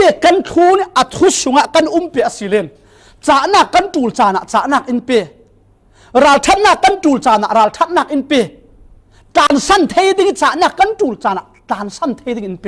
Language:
Falam Chin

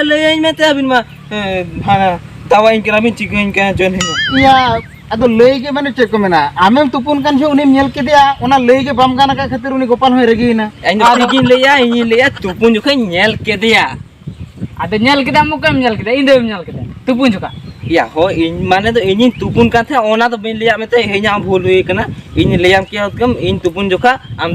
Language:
Santali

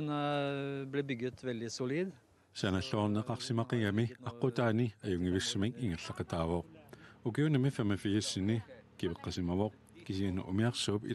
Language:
Kalaallisut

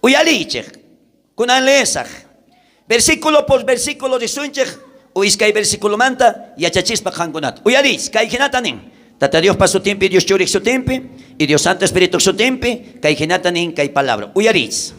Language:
South Bolivian Quechua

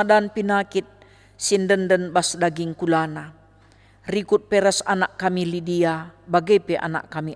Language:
Batak Karo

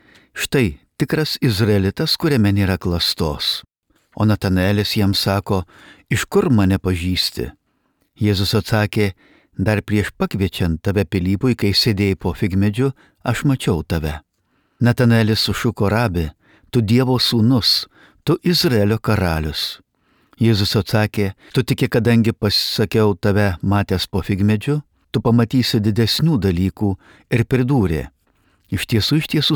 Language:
Lithuanian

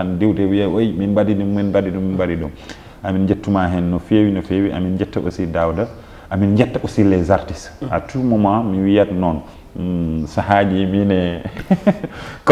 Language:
Fula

